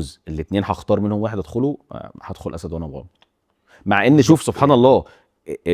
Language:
Egyptian Arabic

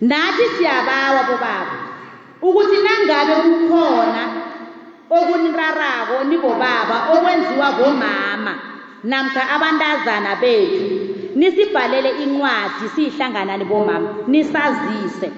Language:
South Ndebele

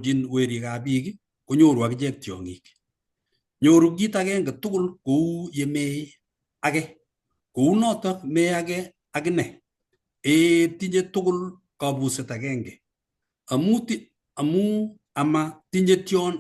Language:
Kalenjin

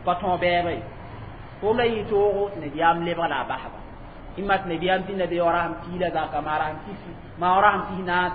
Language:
Mossi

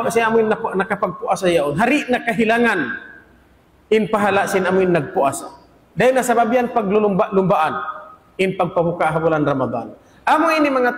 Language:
Tausug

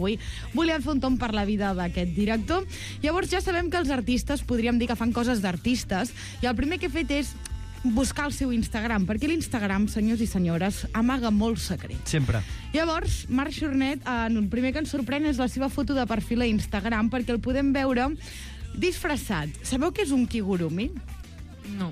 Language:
Catalan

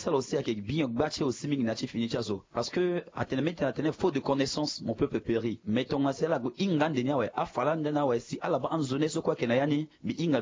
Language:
Sango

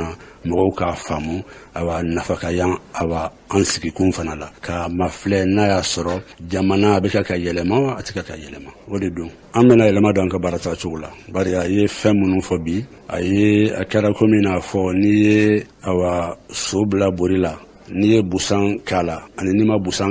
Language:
Bambara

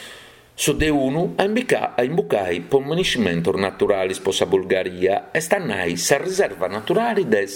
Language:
Sardinian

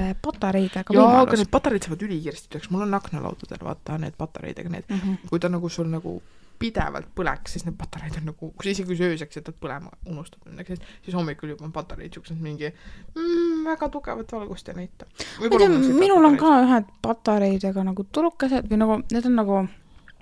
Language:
Estonian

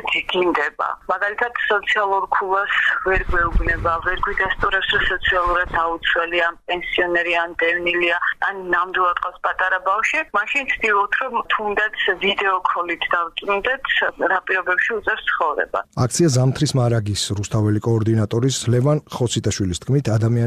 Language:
Georgian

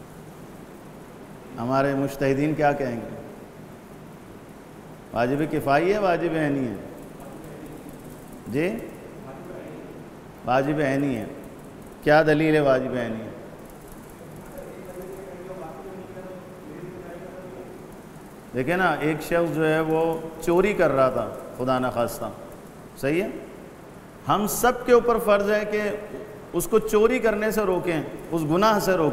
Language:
Urdu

